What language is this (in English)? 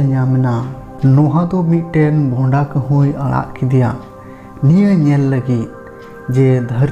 Santali